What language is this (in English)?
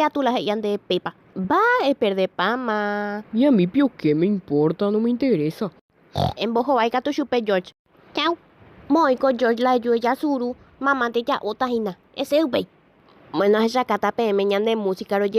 Guarani